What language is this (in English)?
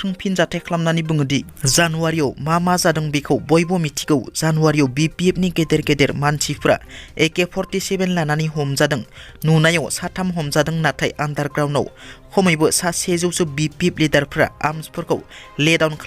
Bodo